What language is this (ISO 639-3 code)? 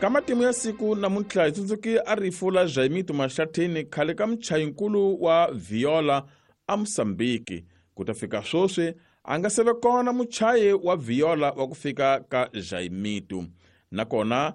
tso